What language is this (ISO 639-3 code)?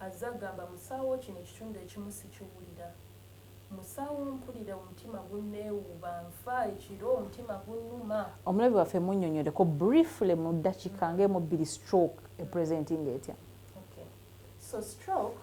lug